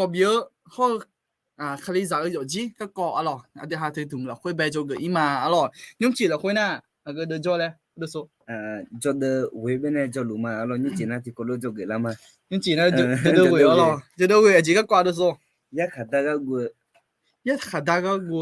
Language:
Akha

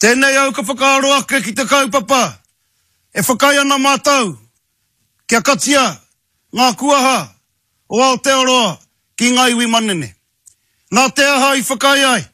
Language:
Māori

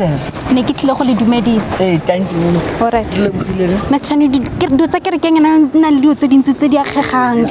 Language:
Tswana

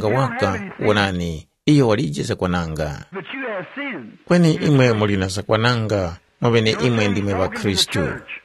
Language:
Tumbuka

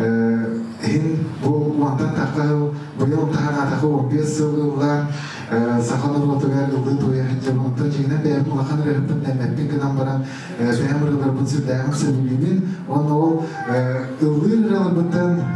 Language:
Yakut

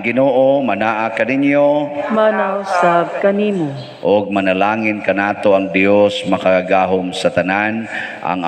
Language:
Cebuano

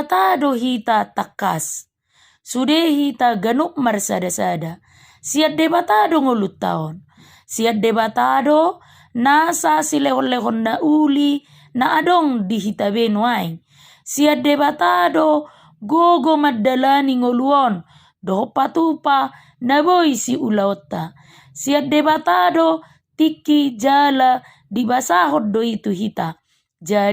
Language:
Batak Toba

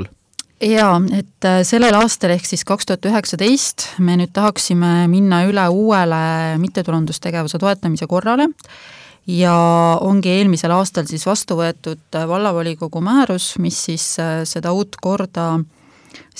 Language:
Estonian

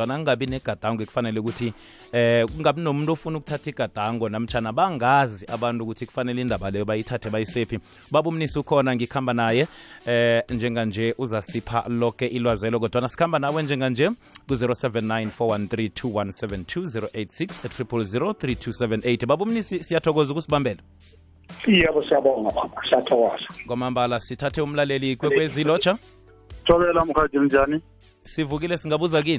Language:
South Ndebele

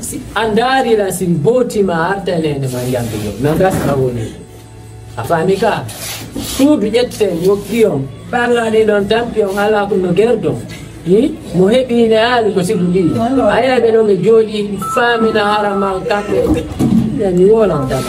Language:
Fula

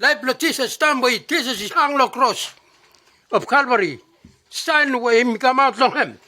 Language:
Bislama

